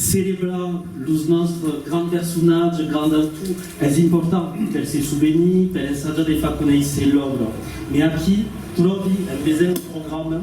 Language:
Occitan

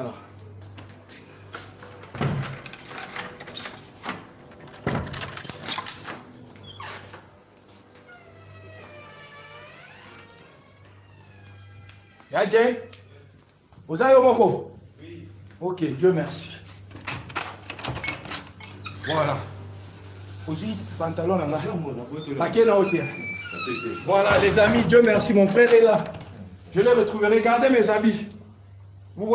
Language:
French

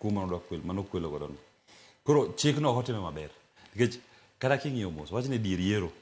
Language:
Luo (Kenya and Tanzania)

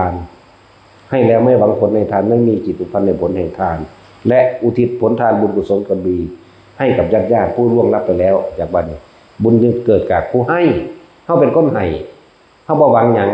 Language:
Northeastern Thai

